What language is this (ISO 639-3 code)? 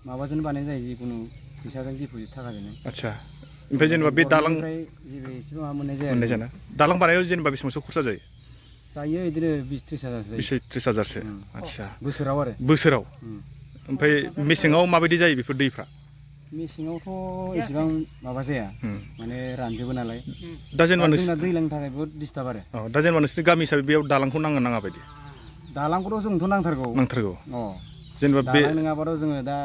brx